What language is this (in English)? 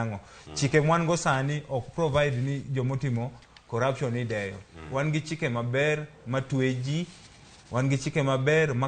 Luo (Kenya and Tanzania)